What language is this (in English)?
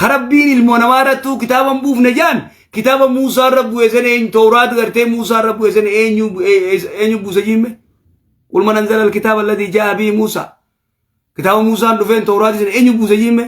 Oromo